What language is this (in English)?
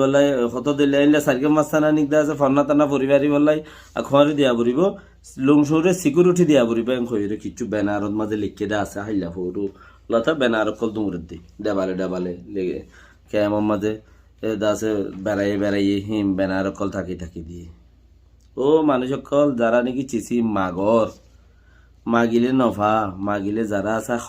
Rohingya